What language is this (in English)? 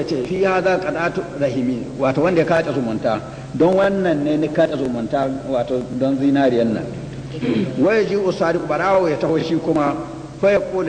Hausa